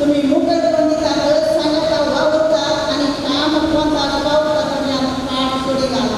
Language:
Konkani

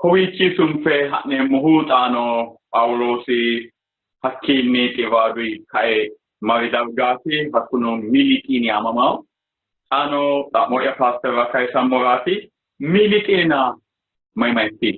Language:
Sidamo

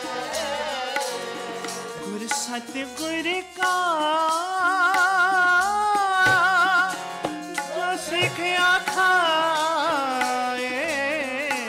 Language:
Hindi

